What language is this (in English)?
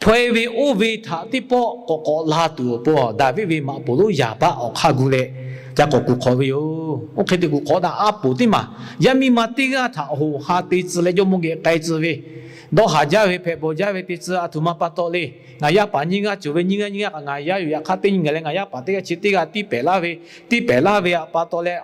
Lahu